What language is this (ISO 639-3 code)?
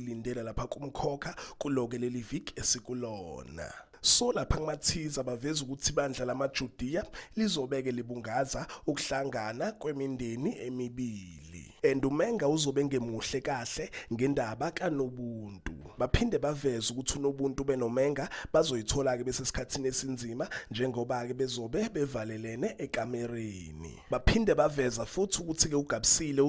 zul